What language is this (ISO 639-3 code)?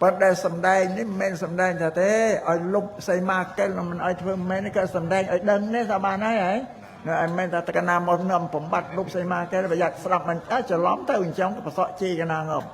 khm